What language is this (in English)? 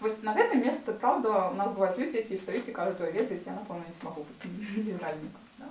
Belarusian